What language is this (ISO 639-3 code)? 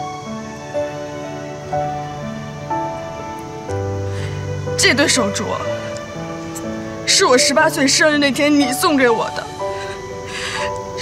zho